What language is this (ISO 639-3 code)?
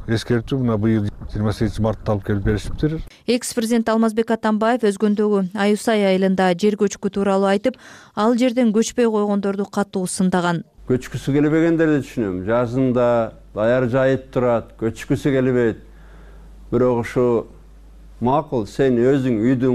kir